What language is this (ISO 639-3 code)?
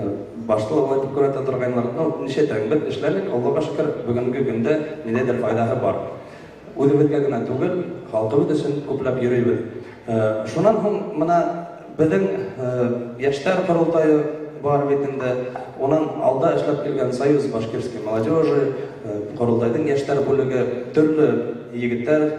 bak